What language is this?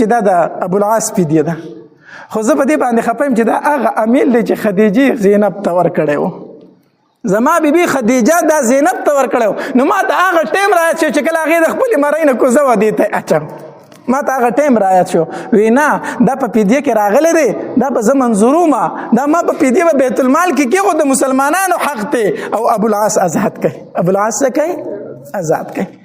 Pashto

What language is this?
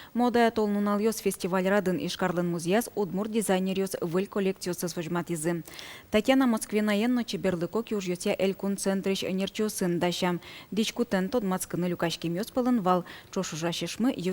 Udmurt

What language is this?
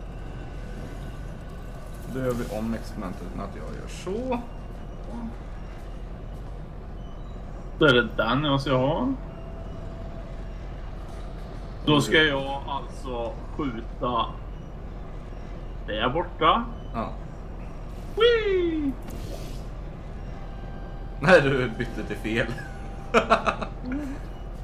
Swedish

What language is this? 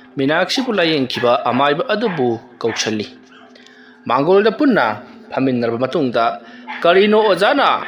Manipuri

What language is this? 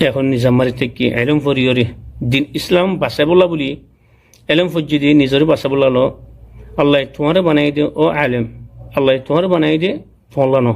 Rohingya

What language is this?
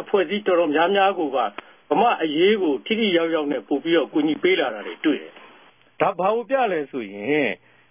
Burmese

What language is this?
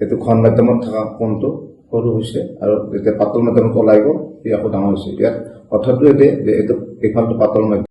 Assamese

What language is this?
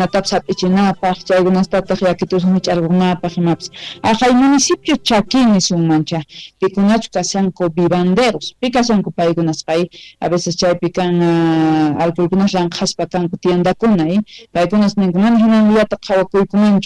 South Bolivian Quechua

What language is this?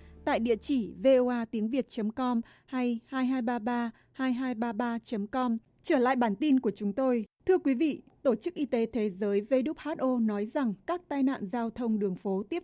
Vietnamese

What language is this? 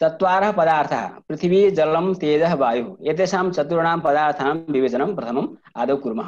Sanskrit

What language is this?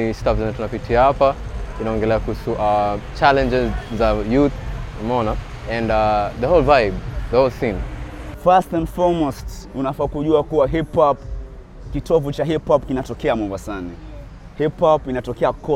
Swahili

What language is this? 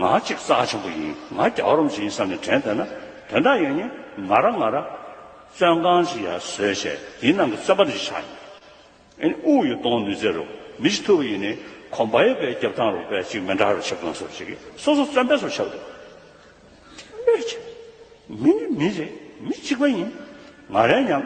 Tibetan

